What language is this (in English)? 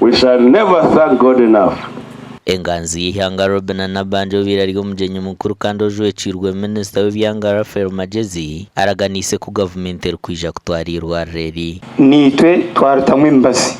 Nyankole